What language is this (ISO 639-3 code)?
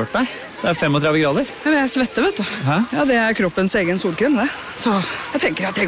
nor